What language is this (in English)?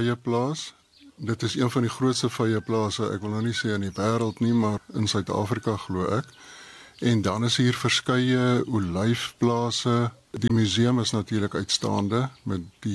Afrikaans